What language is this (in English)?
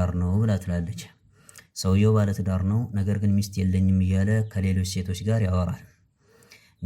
Amharic